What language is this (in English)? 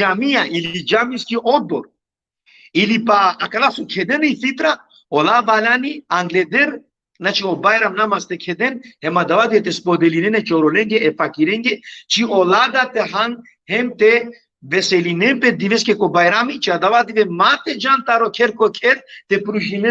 Balkan Romani